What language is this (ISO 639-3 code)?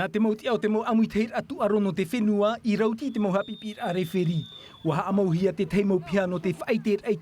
tah